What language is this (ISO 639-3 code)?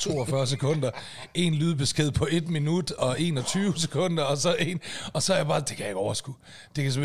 dan